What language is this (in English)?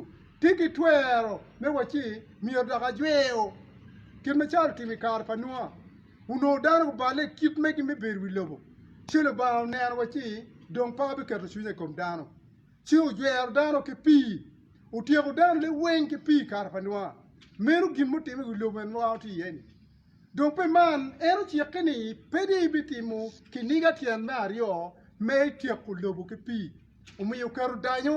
Acoli